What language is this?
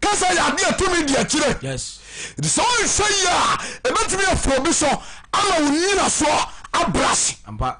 Akan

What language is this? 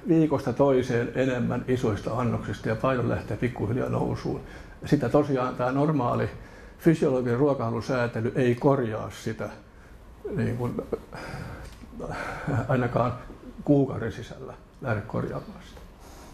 Finnish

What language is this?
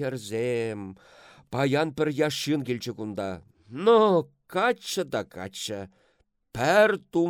Chuvash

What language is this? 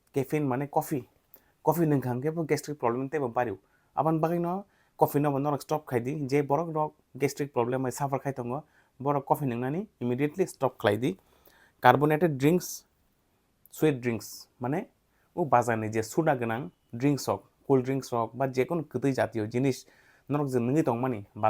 Kok Borok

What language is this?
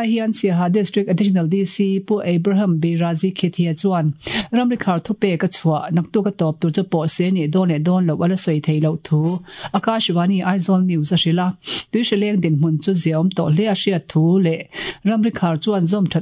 Mizo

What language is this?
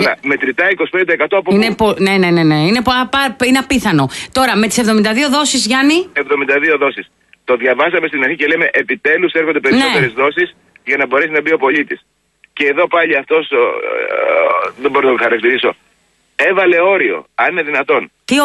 Greek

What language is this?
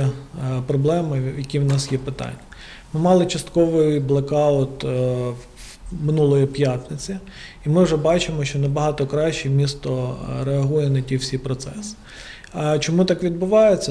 Ukrainian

